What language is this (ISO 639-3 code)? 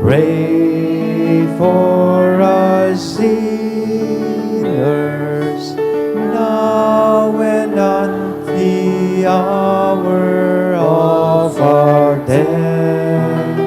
bik